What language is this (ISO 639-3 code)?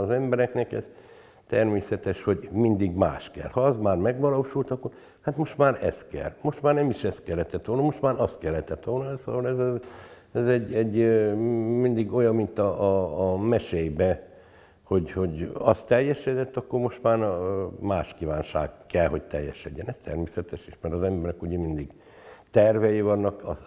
hun